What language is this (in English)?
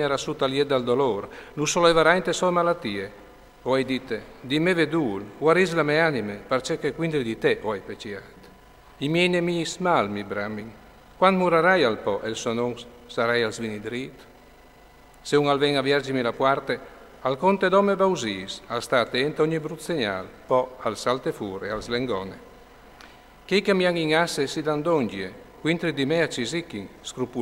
Friulian